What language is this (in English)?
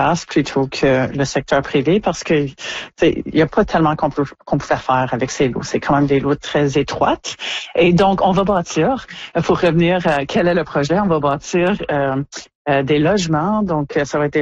French